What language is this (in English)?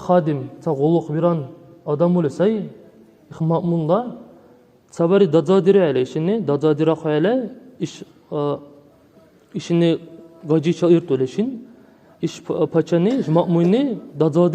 Dargwa